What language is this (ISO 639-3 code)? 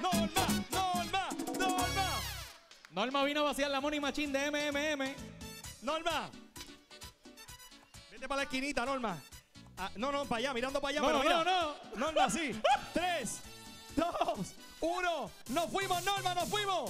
spa